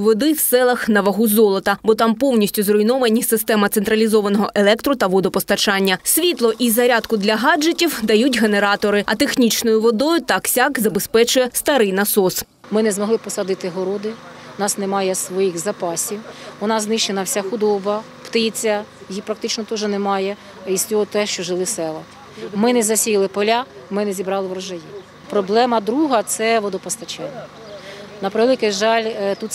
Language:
Ukrainian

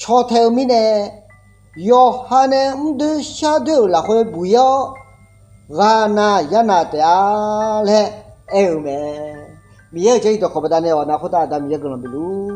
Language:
Akha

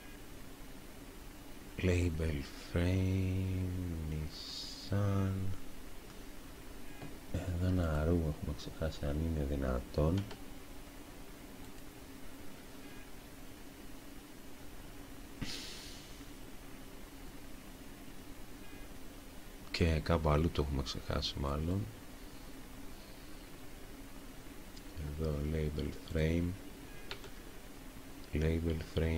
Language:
Greek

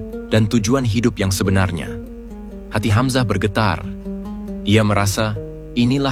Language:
Indonesian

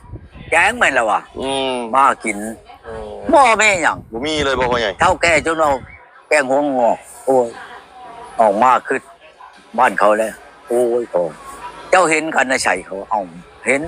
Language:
Northeastern Thai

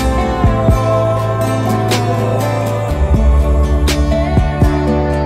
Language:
Hungarian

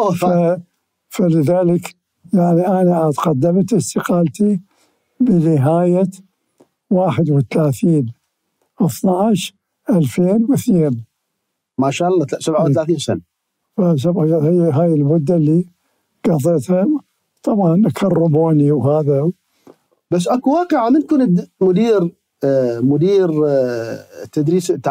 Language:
Mesopotamian Arabic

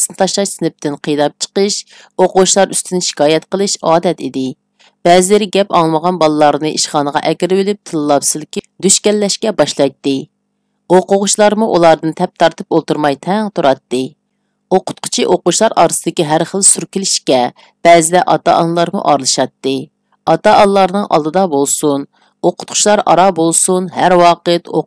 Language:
Uyghur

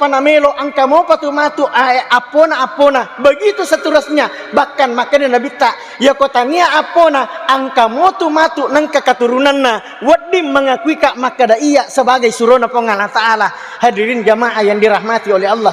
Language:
Buginese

